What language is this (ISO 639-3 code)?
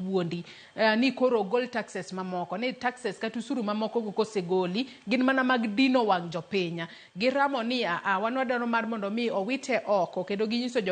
luo